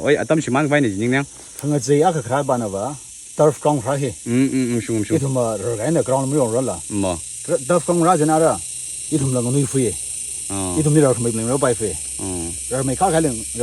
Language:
Tangkhul Naga (India)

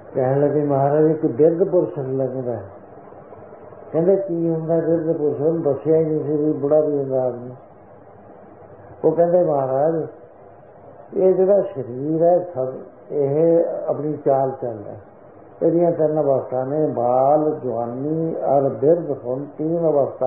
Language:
Punjabi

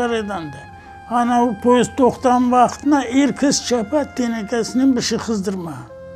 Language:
Crimean Tatar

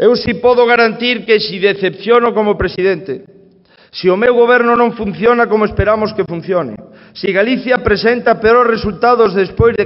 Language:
Galician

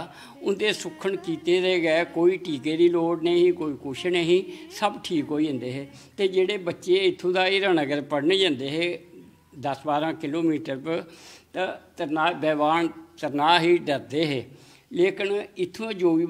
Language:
Dogri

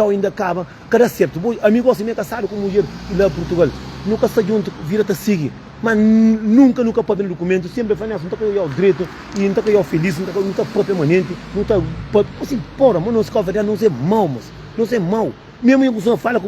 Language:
Kabuverdianu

